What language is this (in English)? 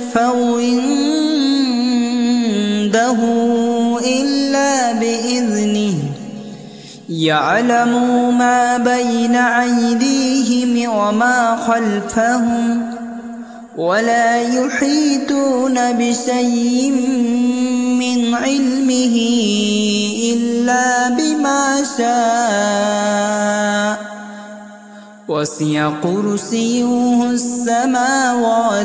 Arabic